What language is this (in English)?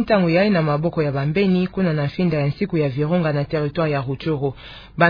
Kituba (Democratic Republic of Congo)